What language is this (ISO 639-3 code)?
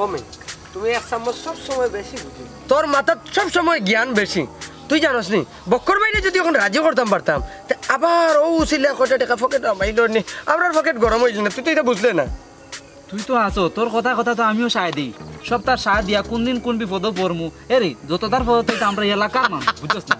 syl